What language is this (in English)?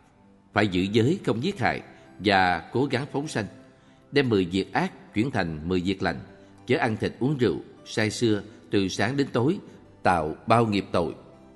Vietnamese